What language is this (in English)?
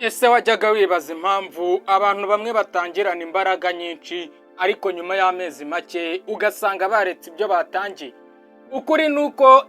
Kinyarwanda